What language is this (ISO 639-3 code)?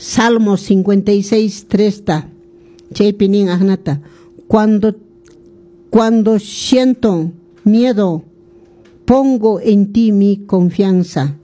que